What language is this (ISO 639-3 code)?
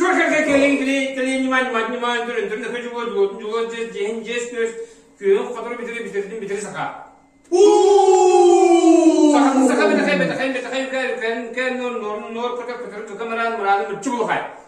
sah